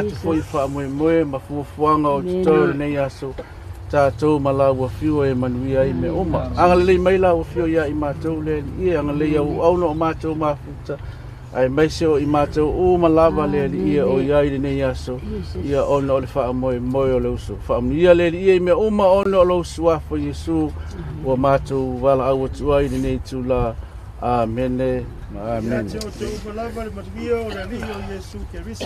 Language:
Samoan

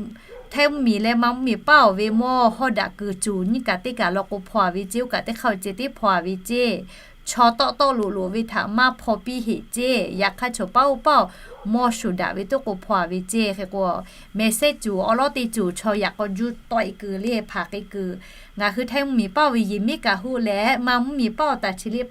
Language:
Lahu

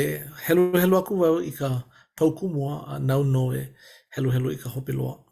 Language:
Hawaiian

